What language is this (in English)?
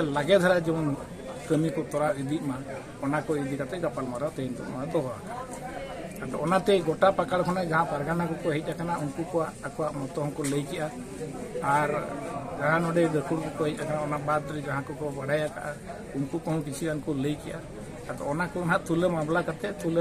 Santali